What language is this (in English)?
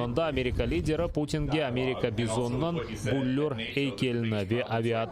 Crimean Tatar